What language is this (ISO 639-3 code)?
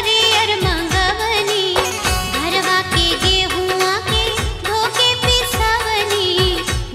bho